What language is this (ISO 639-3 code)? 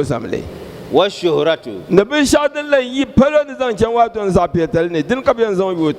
dag